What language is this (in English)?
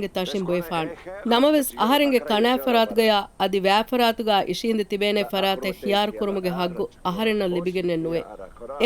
Divehi